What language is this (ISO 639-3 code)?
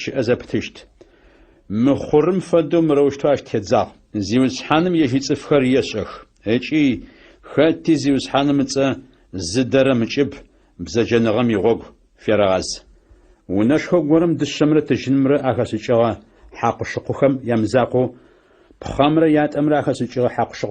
ady